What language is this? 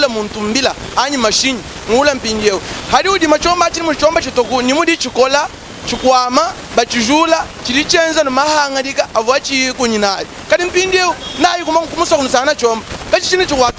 Luba-Lulua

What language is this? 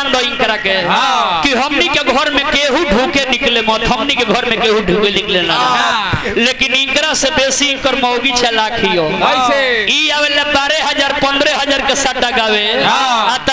Bhojpuri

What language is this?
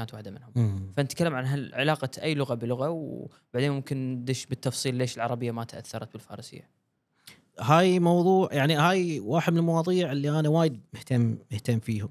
Gulf Arabic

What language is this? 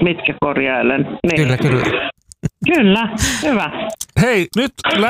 Finnish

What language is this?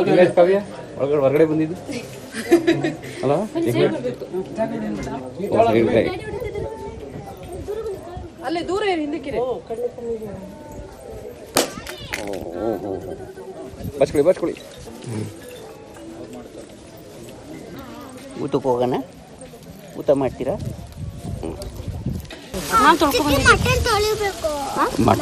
Kannada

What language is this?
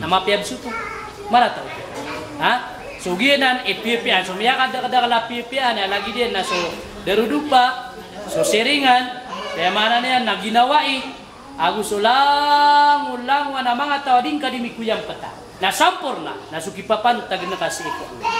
Maranao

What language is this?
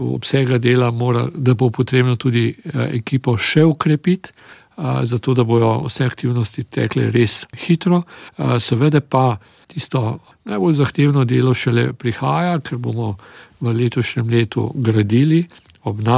Slovenian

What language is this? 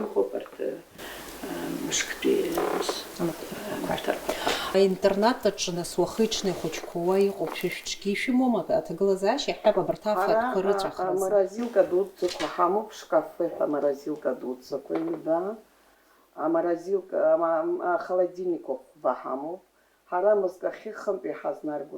Abkhazian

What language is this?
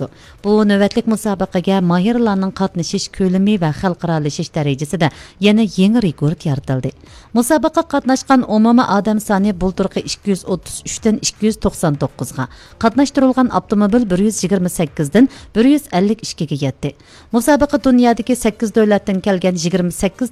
Uyghur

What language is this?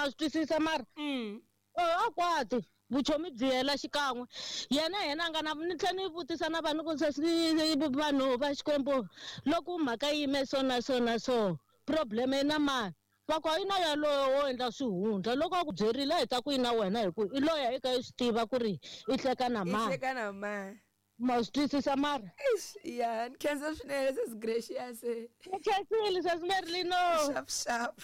Tsonga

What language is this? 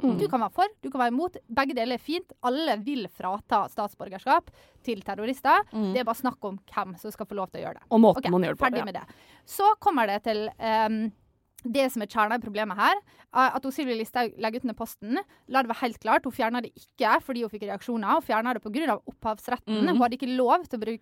Norwegian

